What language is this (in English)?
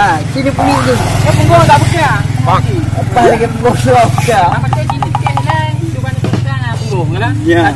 Achinese